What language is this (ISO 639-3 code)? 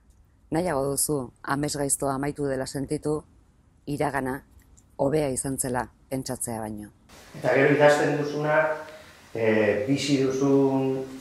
eus